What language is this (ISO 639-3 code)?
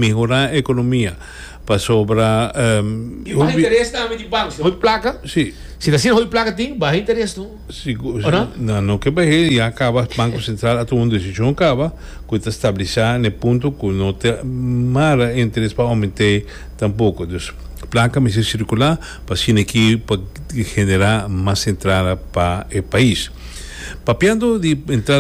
pap